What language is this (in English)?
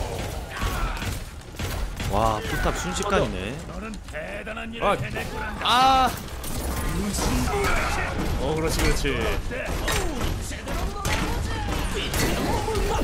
Korean